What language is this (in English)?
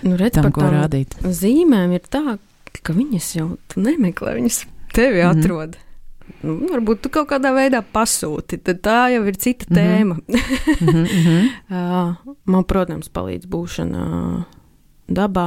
Latvian